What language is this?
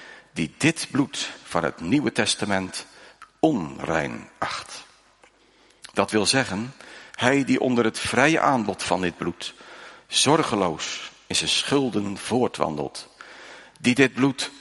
Dutch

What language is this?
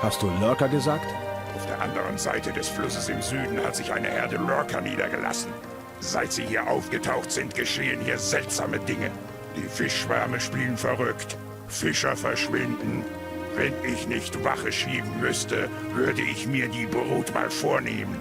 Bavarian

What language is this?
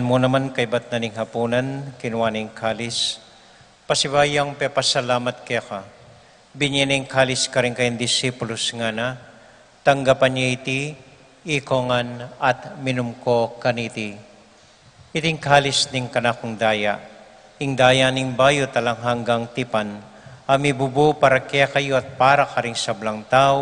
Pampanga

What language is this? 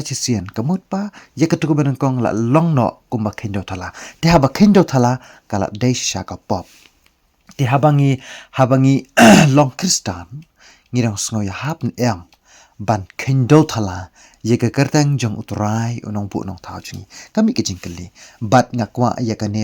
Khasi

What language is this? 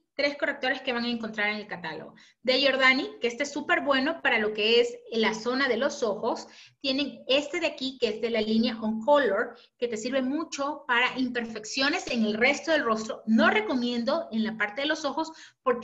Spanish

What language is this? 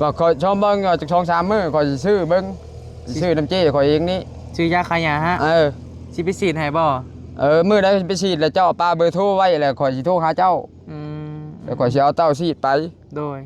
Northeastern Thai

